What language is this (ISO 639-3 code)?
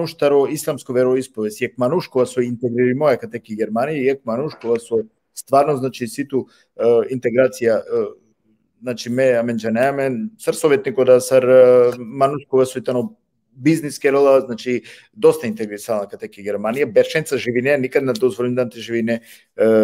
rmn